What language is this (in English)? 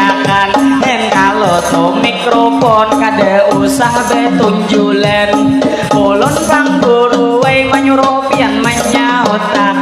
Banjar